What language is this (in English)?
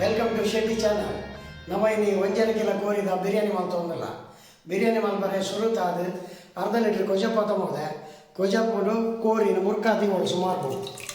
Tulu